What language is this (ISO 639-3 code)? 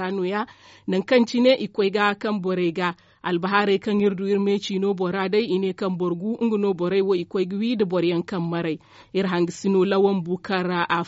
dje